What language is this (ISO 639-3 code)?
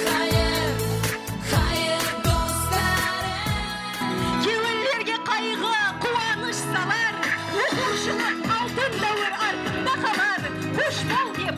kaa